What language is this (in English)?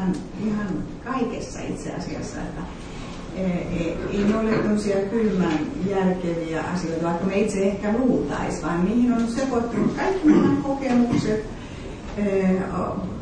Finnish